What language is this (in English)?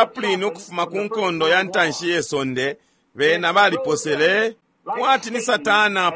Bemba